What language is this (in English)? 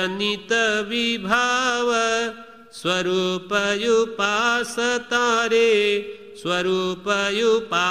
Gujarati